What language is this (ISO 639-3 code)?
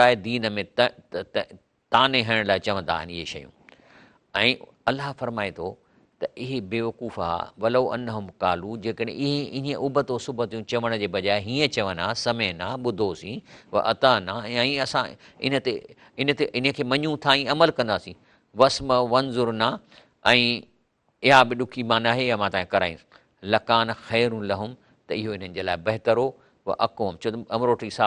snd